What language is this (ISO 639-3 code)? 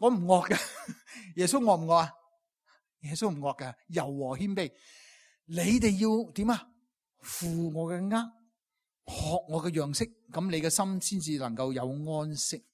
yue